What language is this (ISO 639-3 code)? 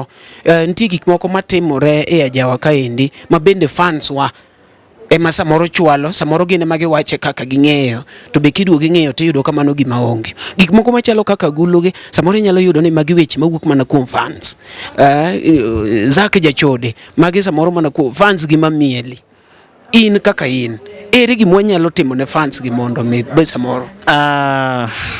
luo